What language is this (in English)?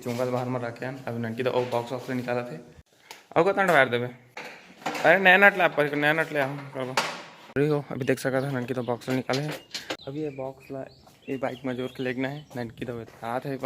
Chhattisgarhi